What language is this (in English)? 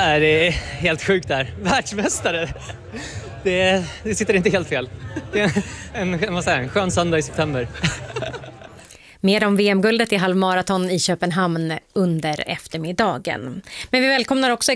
Swedish